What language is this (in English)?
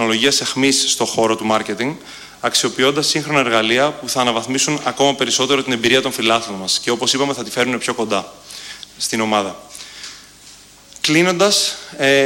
Greek